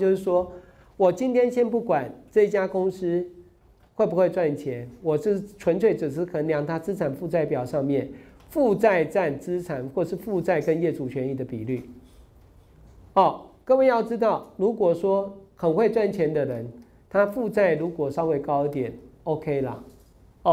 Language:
Chinese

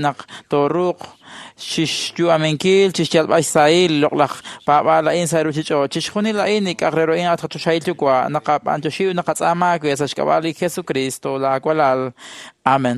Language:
Kekchí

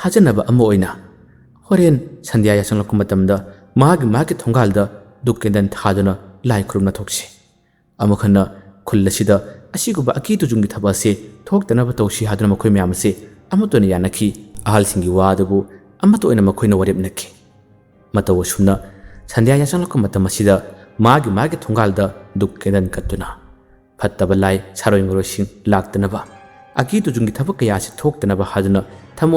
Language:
Manipuri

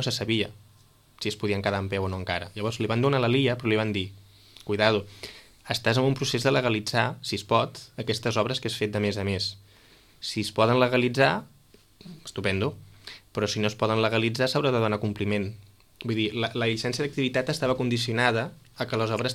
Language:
Catalan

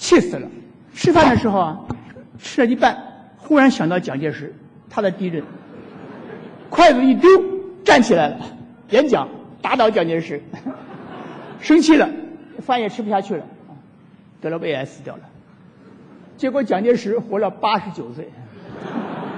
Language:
Chinese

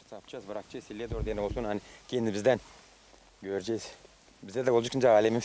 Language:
Gagauz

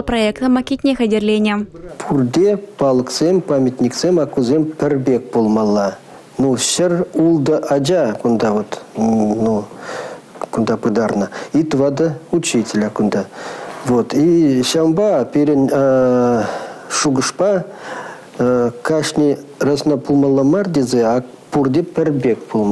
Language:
Chuvash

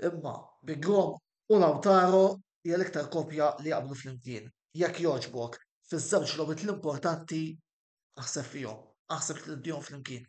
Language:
Maltese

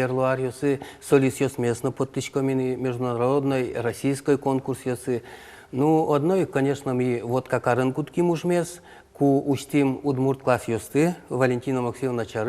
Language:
Udmurt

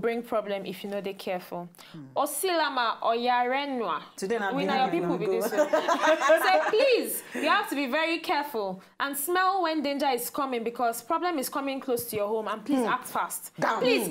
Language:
Nigerian Pidgin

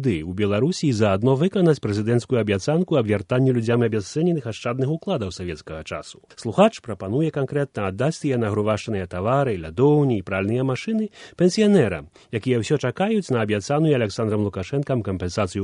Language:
Belarusian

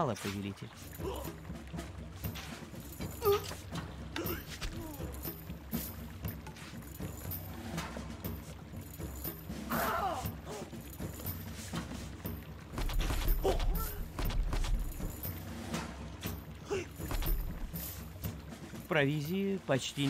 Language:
Russian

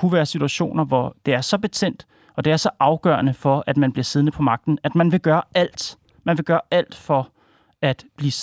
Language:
Danish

